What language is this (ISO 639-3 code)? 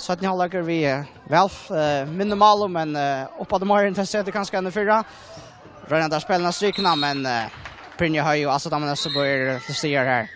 fao